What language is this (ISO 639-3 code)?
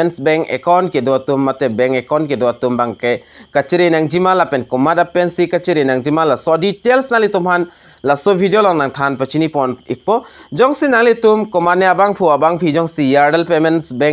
mjw